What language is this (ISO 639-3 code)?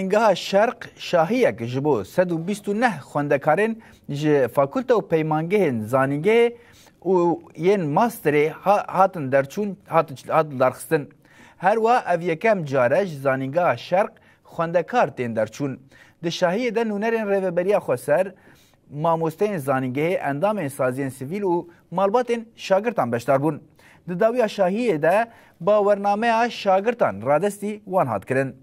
kur